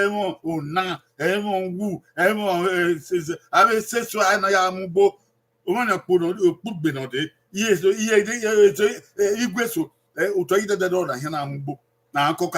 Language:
Bini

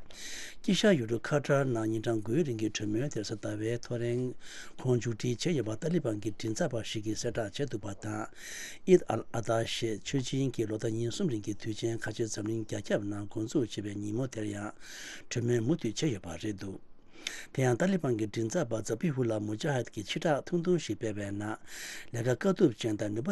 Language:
Tibetan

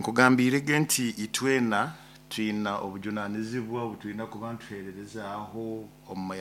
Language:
Nyoro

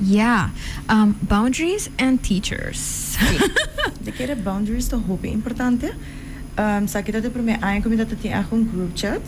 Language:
Papiamento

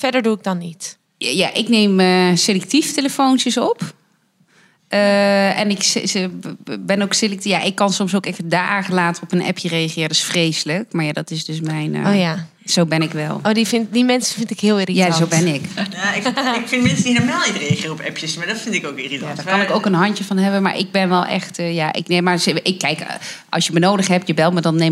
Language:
Dutch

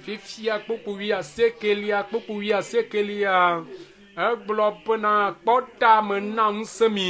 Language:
Ewe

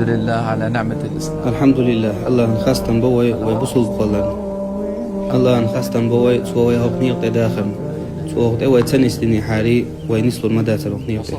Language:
Chechen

